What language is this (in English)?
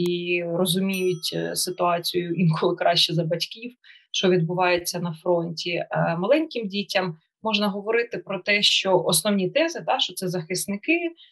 Ukrainian